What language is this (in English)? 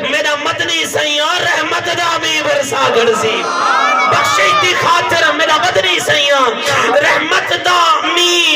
Saraiki